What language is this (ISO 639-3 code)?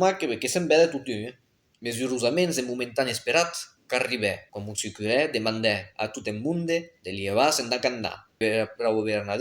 oci